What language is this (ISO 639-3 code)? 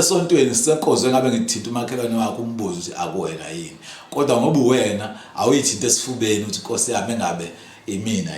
zul